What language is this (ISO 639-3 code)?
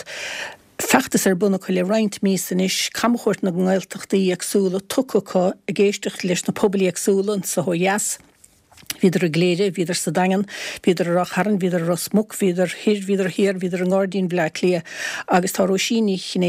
gle